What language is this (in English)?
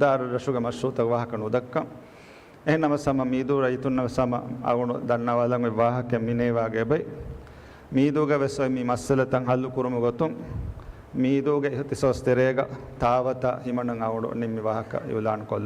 Divehi